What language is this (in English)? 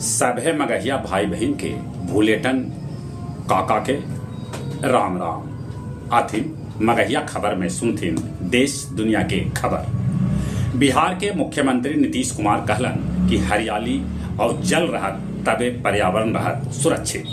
Magahi